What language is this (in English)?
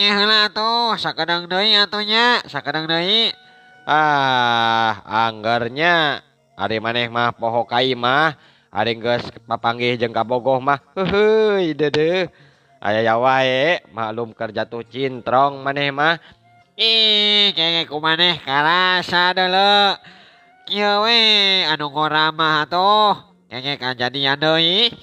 Sundanese